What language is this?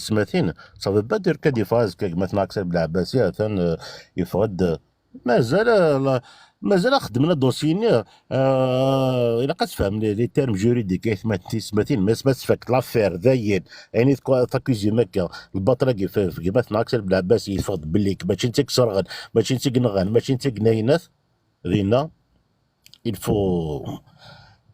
Kabyle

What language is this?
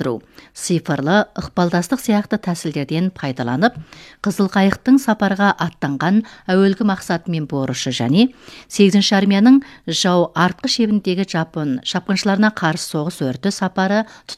Kazakh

